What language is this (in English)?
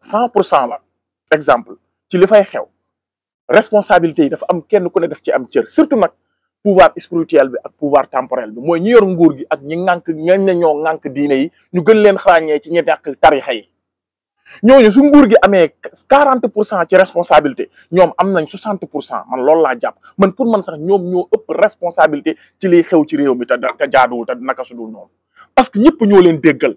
Wolof